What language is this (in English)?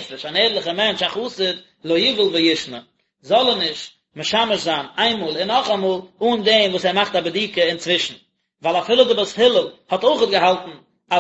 Yiddish